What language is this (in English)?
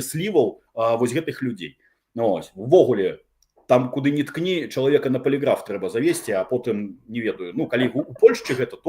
Belarusian